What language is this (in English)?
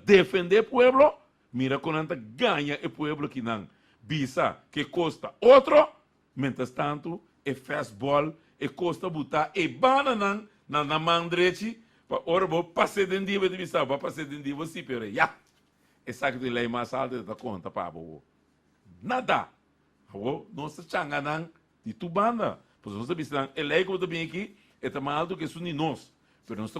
Papiamento